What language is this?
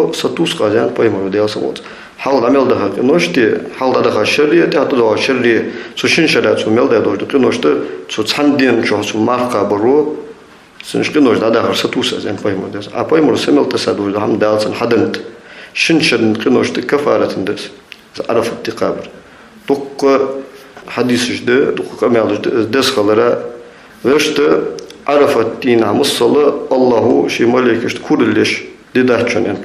Ingush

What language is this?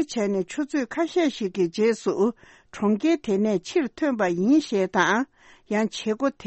Tibetan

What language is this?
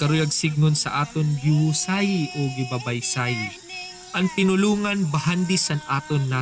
Waray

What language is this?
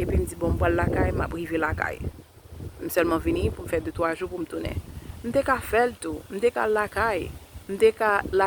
Haitian Creole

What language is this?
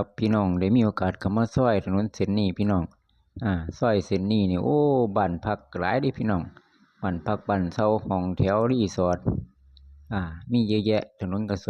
Lao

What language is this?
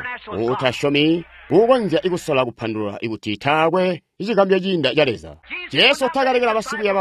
Tonga (Zambia)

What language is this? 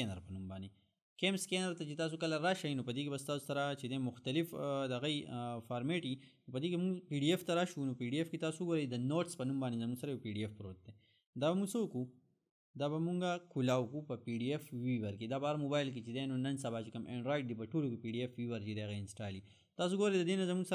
Pashto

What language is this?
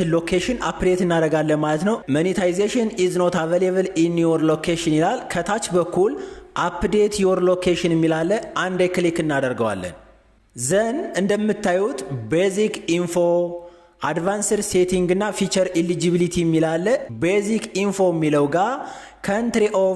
Amharic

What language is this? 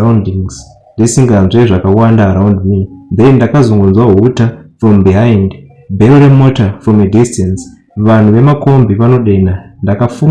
Shona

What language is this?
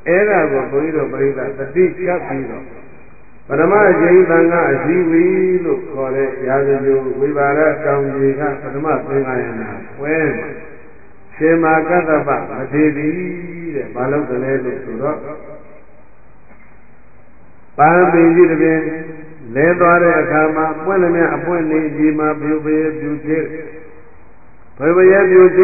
Burmese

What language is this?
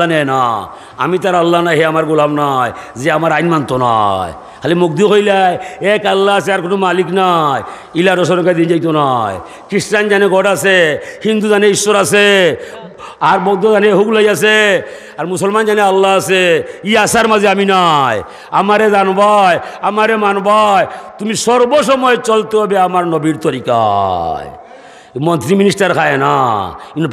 Sylheti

